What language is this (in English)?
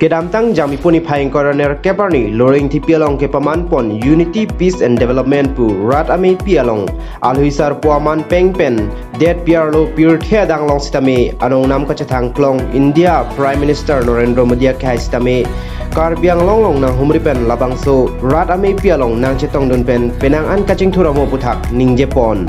Karbi